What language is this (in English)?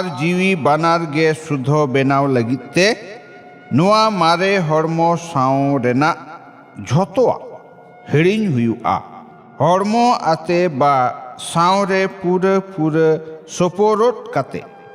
Santali